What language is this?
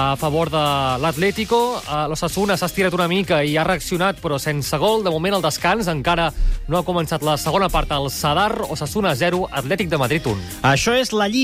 Catalan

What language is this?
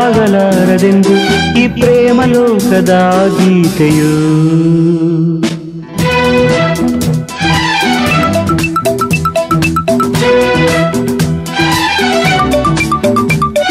Kannada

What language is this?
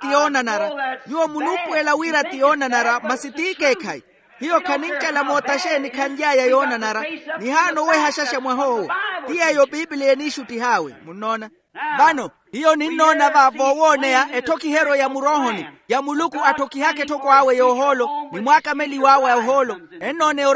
Makhuwa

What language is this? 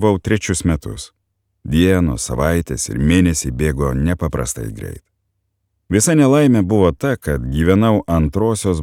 Lithuanian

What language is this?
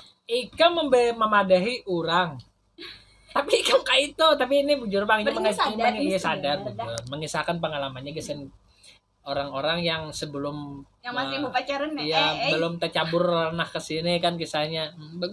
Banjar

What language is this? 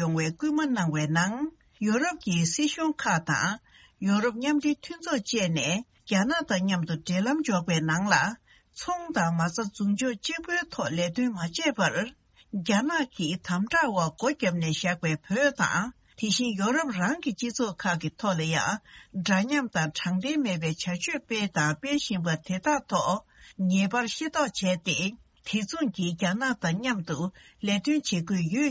Tibetan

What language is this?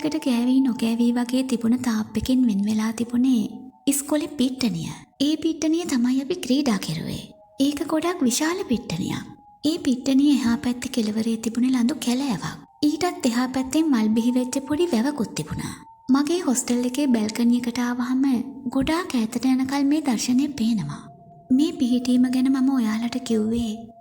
Sinhala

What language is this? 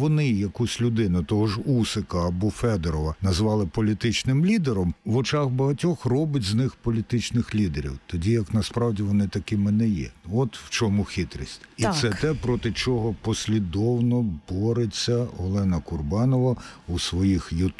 Ukrainian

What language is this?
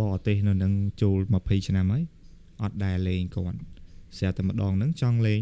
Khmer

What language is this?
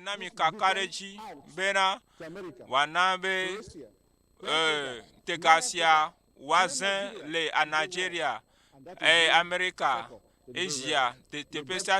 Ewe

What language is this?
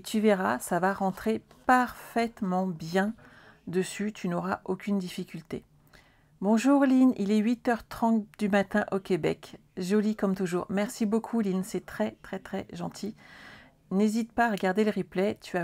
French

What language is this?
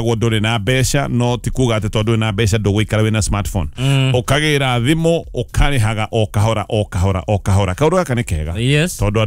Kikuyu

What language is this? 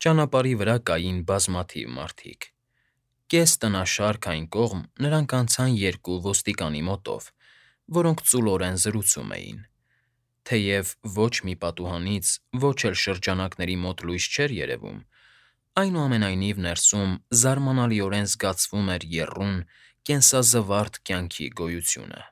Armenian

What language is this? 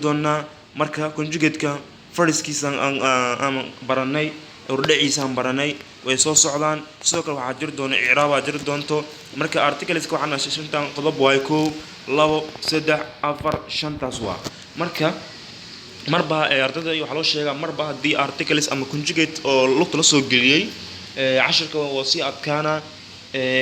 Somali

